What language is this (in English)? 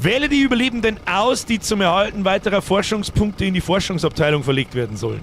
Bavarian